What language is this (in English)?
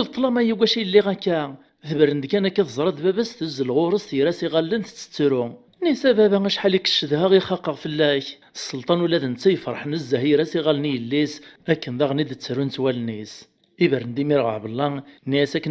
Kabyle